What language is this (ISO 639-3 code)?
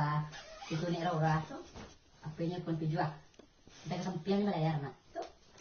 min